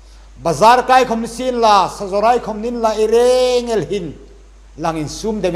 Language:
Hmar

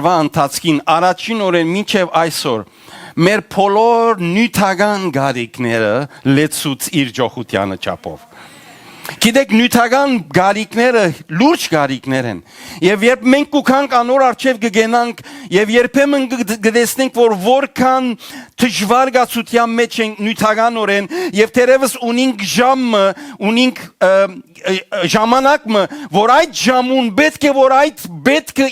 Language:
Western Armenian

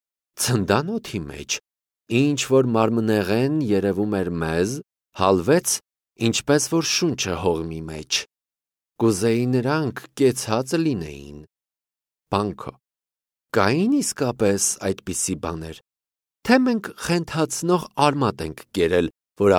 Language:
Armenian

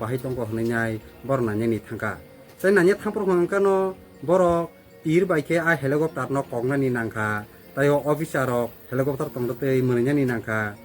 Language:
Kok Borok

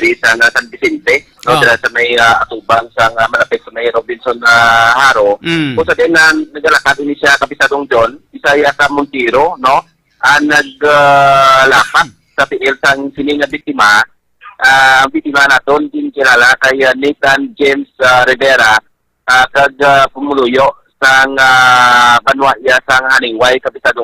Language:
Hiligaynon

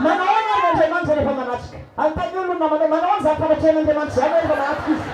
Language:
Malagasy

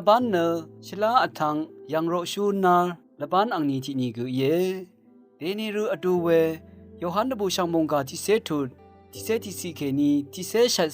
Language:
Rawang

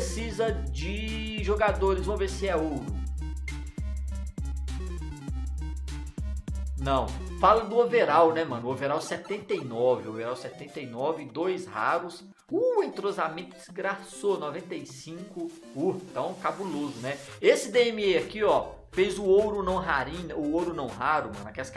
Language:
Portuguese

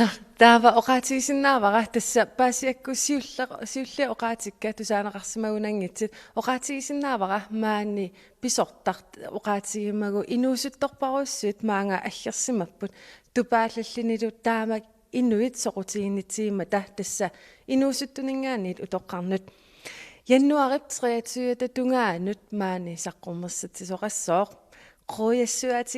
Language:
Kalaallisut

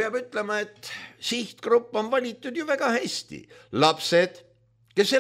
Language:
Estonian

